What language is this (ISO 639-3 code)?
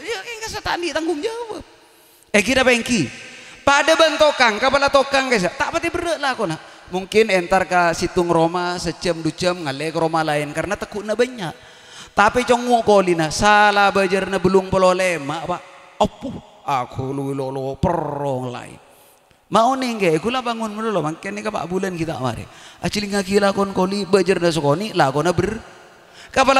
mad